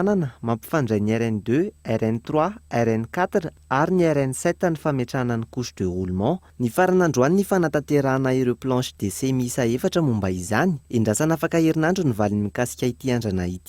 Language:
Malagasy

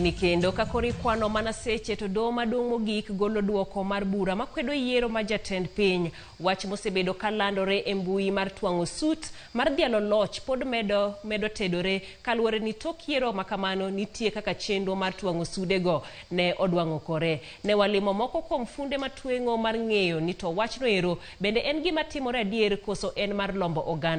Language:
Luo (Kenya and Tanzania)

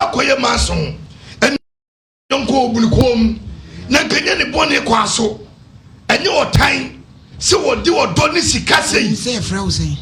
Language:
Akan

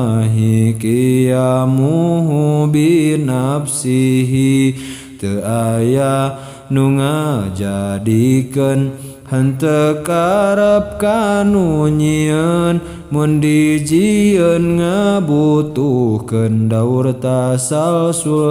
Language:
Sundanese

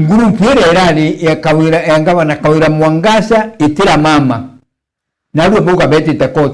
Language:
Meru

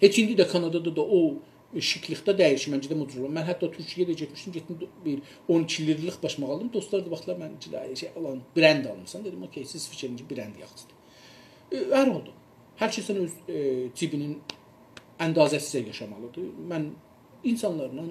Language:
South Azerbaijani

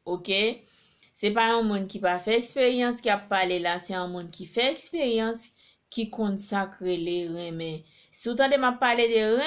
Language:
Haitian Creole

